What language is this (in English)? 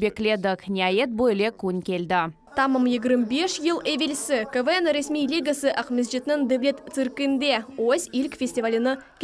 Crimean Tatar